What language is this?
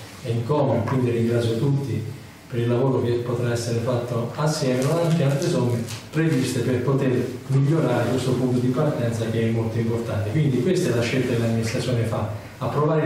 Italian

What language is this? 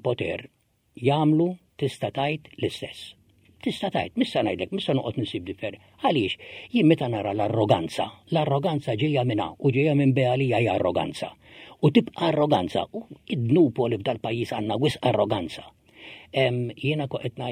Maltese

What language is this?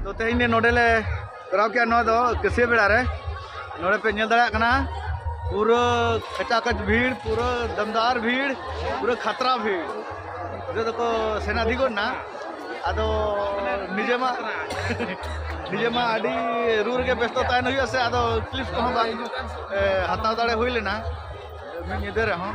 Santali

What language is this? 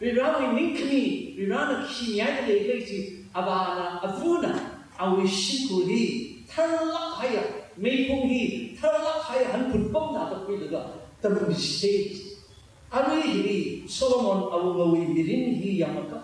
Tangkhul Naga (India)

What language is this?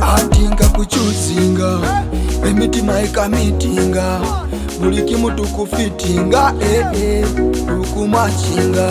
Nyoro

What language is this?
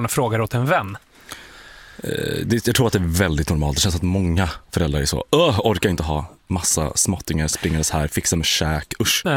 Swedish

